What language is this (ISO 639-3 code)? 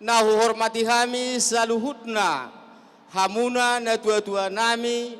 bbc